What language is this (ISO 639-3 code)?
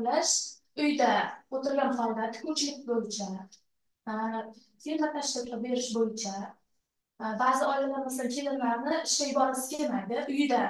uzb